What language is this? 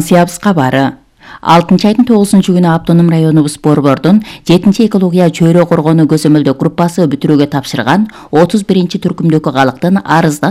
Kyrgyz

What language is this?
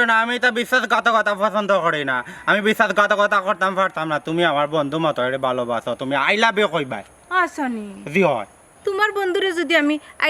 Sylheti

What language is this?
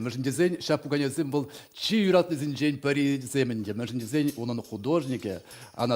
Chuvash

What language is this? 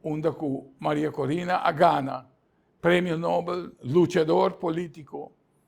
Papiamento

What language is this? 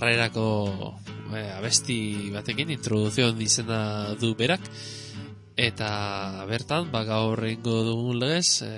Basque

